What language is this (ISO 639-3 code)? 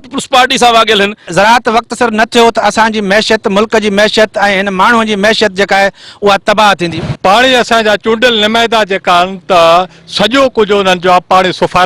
snd